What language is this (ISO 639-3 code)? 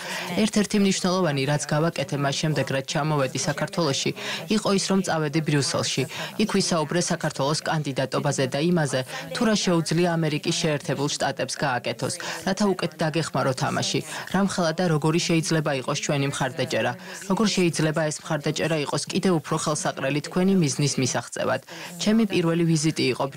kat